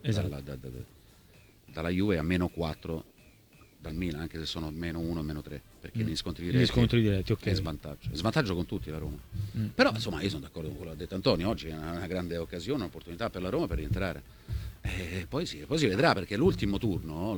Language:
Italian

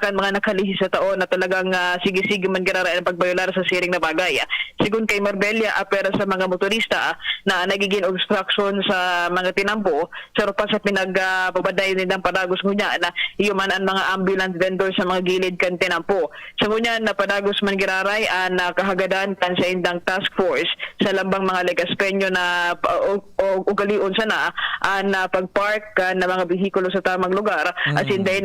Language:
Bikol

